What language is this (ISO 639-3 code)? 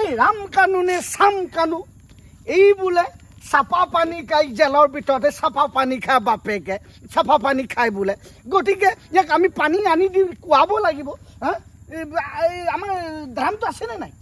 asm